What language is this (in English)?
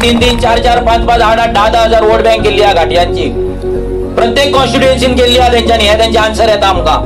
Konkani